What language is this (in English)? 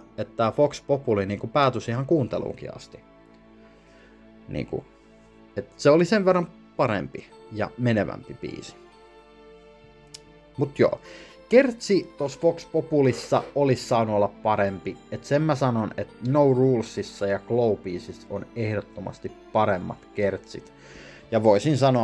Finnish